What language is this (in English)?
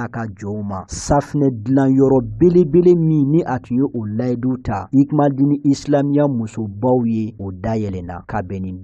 Bambara